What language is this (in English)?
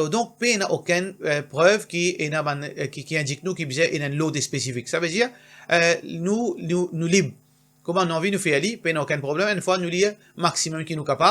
Morisyen